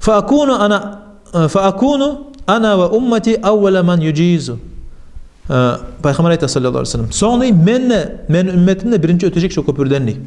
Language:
Kumyk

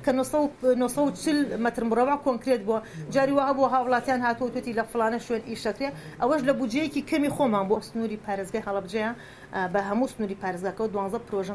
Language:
Central Kurdish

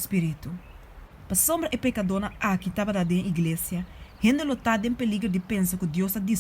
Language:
Papiamento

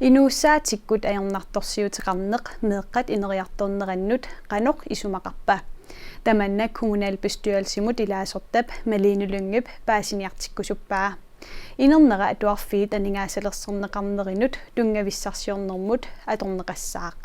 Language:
Kalaallisut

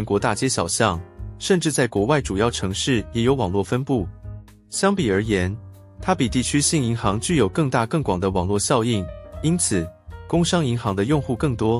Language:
Chinese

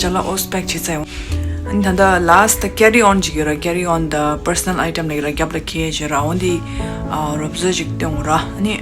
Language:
Tibetan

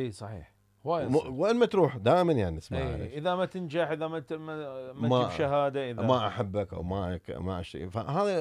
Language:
Mesopotamian Arabic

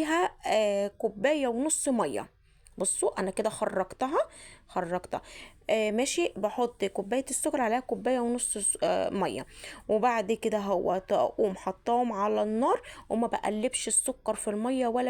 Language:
Egyptian Arabic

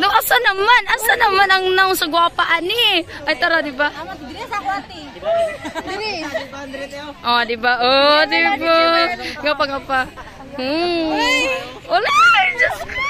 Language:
Cebuano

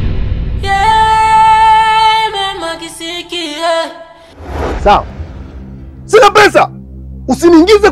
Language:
Swahili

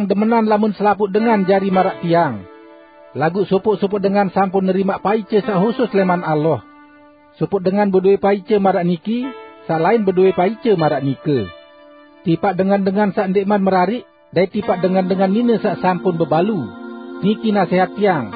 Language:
Sasak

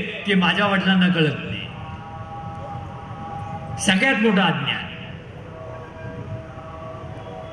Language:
Marathi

